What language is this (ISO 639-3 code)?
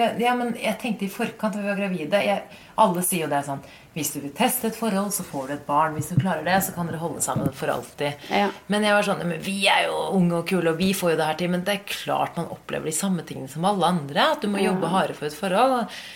nor